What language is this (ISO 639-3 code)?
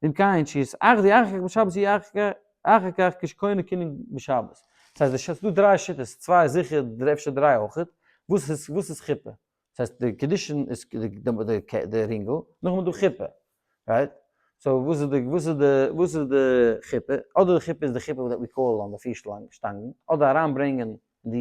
yid